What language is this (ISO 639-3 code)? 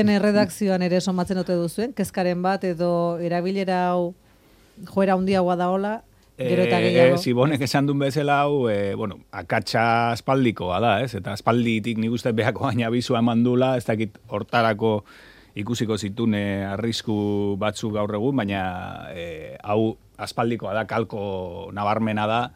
eus